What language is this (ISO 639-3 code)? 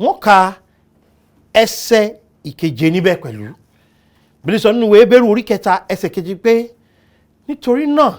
yor